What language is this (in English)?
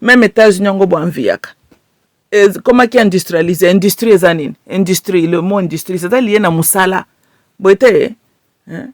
Lingala